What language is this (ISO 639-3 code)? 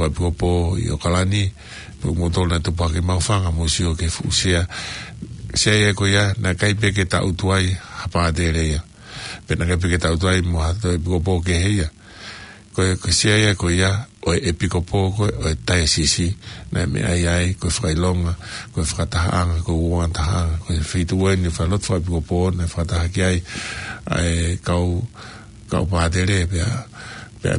ton